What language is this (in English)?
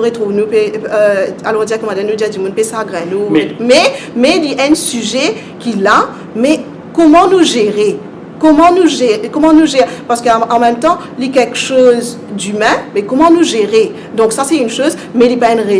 Morisyen